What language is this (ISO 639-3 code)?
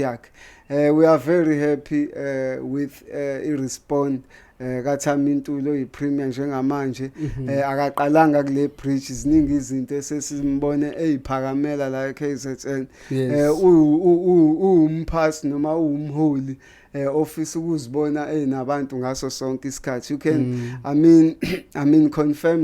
zul